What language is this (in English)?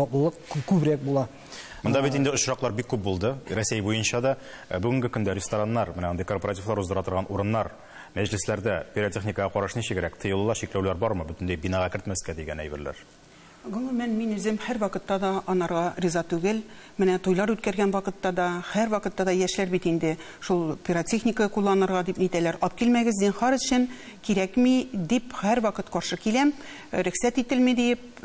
Tatar